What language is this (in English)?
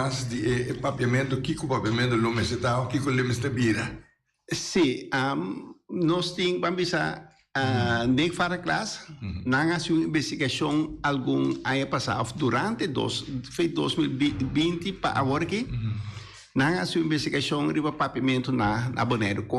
Papiamento